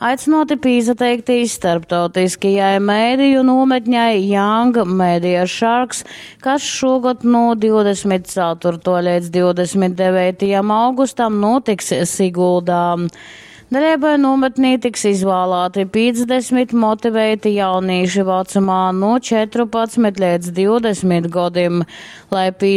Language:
Latgalian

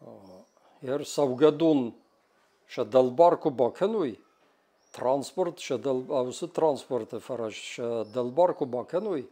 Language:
Ossetic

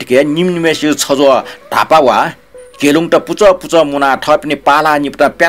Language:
Newari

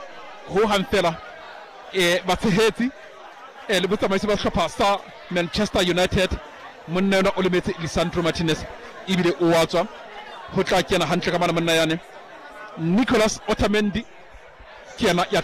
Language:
Southern Sotho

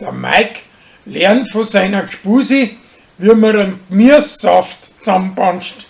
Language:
Bavarian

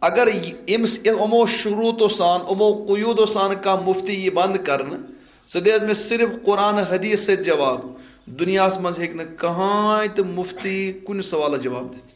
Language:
Kashmiri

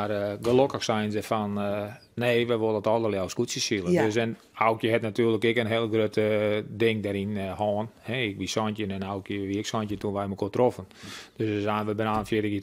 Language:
Western Frisian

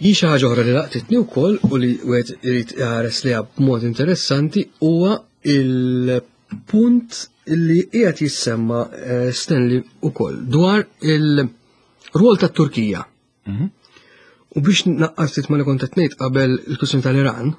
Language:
Maltese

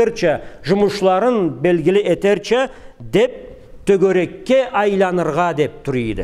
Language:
Karachay-Balkar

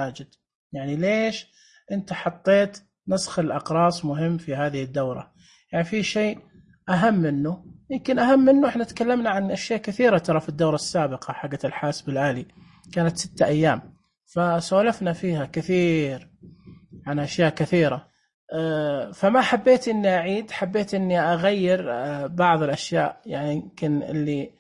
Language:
Najdi Arabic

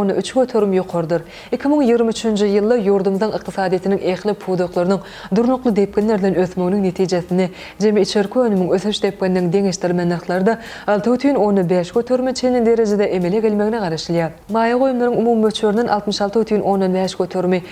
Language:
Turkmen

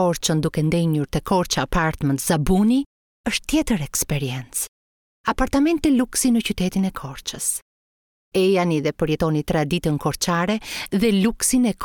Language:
Albanian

